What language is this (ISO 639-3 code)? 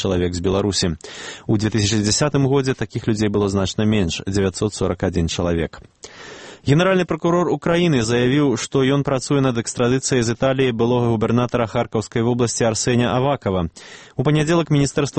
bel